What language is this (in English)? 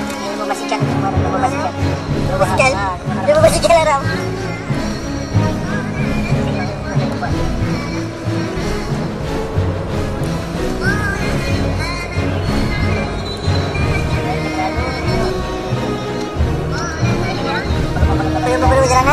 Malay